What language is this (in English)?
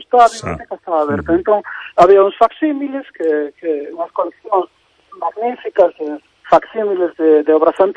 Galician